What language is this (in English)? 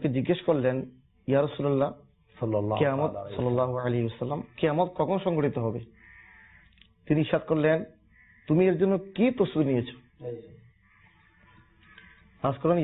Bangla